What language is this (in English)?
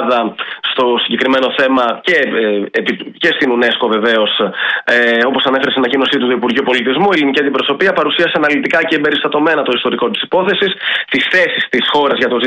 Greek